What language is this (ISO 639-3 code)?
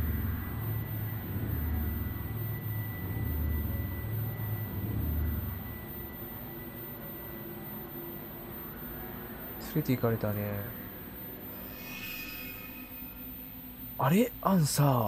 jpn